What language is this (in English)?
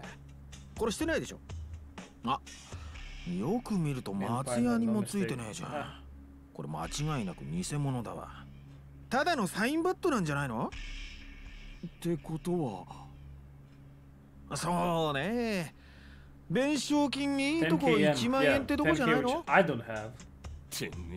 Japanese